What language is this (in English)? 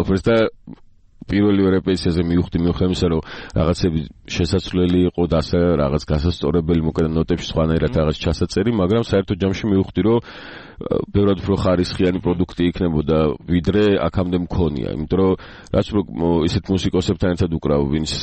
Georgian